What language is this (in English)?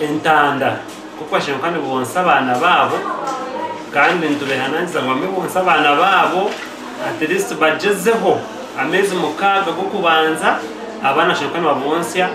Nyankole